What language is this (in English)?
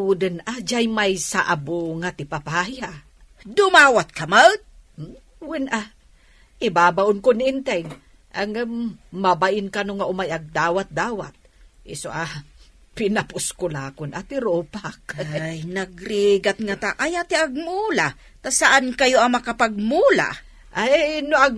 Iloko